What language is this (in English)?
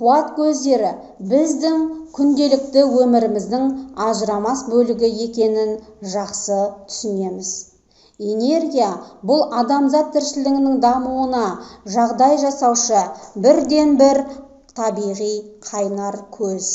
Kazakh